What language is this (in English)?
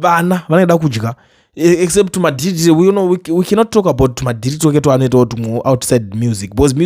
Shona